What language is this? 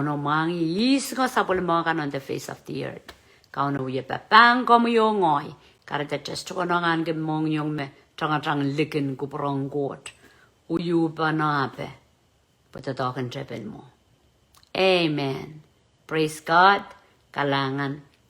Pohnpeian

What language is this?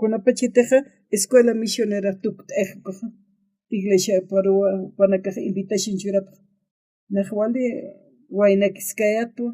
Aymara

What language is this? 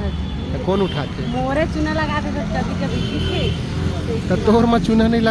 Chhattisgarhi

